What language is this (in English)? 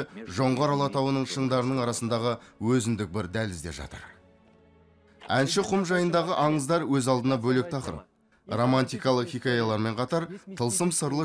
Kazakh